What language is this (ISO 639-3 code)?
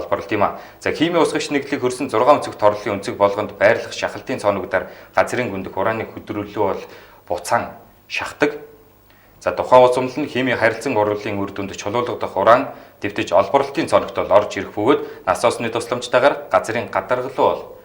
mon